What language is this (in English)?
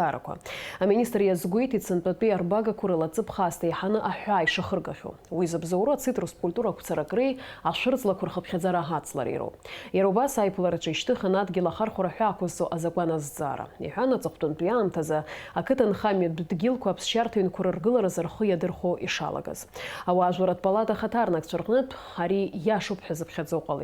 Abkhazian